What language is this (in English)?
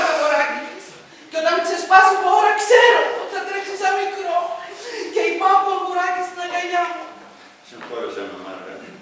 Greek